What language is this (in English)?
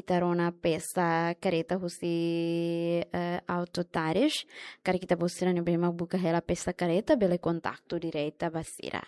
Tetum